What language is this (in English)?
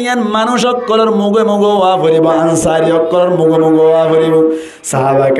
Rohingya